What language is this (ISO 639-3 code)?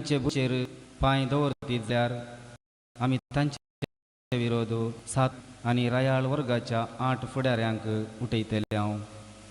kok